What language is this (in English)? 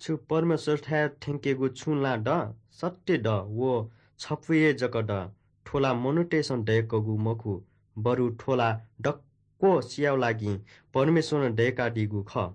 Newari